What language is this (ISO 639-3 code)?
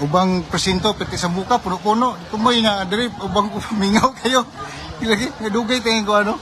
ceb